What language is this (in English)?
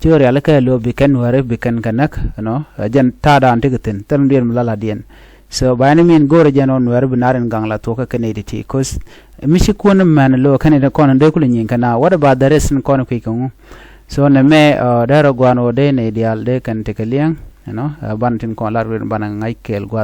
Nuer